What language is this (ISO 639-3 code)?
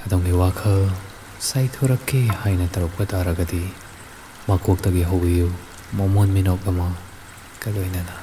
mni